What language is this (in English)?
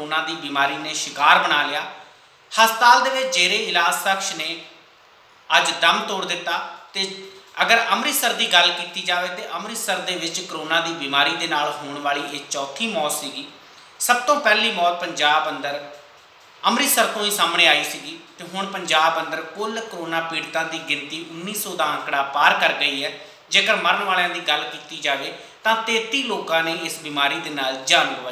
Punjabi